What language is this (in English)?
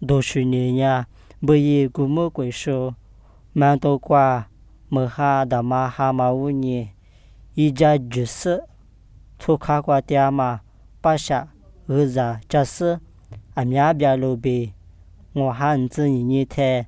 Lisu